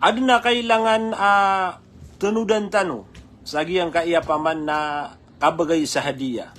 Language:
Maranao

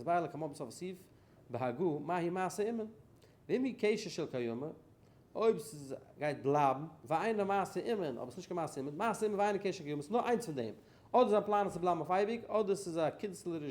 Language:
Yiddish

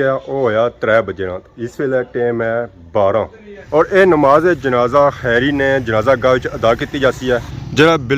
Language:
Pahari-Potwari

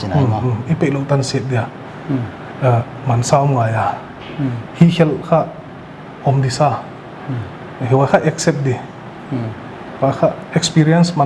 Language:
Paite Chin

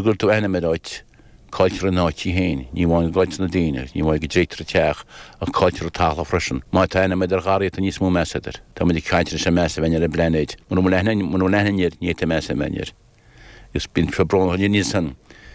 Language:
Irish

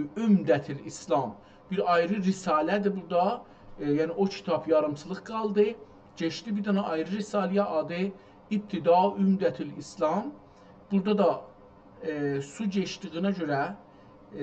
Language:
South Azerbaijani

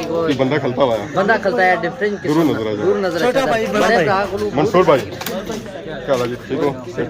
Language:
Pahari-Potwari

